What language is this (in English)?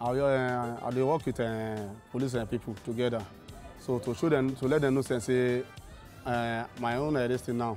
Nigerian Pidgin